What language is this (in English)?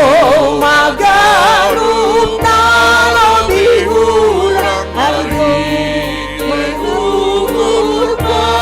Batak Simalungun